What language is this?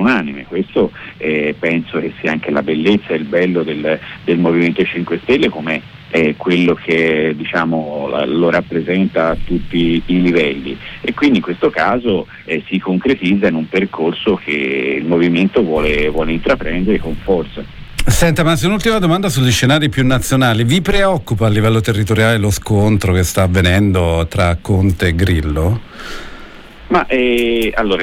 Italian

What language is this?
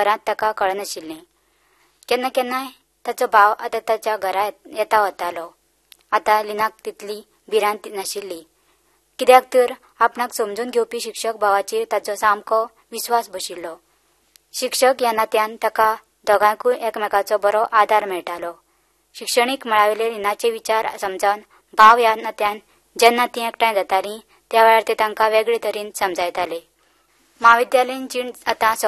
Konkani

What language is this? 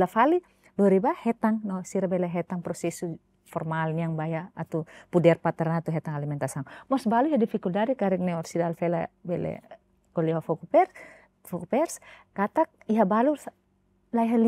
Tetum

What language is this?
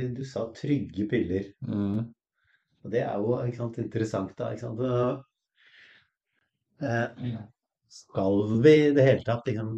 Norwegian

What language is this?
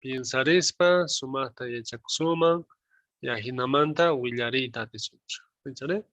South Bolivian Quechua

